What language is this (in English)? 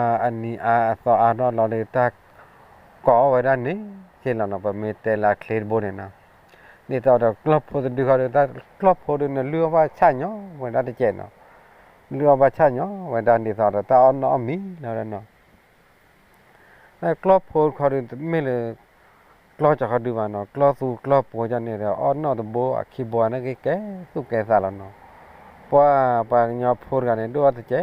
S'gaw Karen